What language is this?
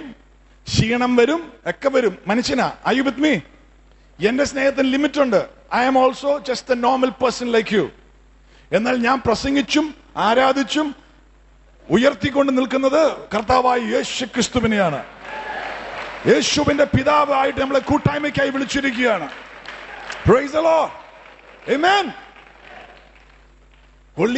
Malayalam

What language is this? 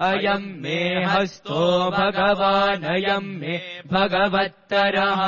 Sanskrit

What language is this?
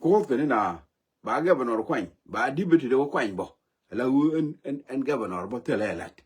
Nuer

